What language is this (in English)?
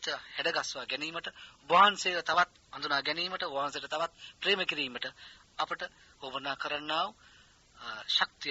Sinhala